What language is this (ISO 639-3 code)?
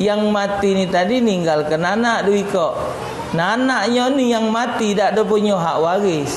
mui